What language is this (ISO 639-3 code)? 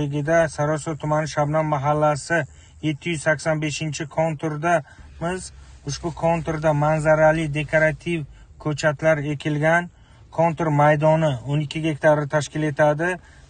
uzb